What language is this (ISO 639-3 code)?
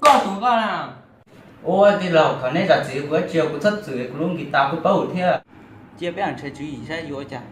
hmn